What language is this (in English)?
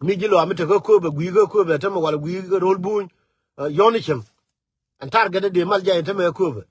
Nuer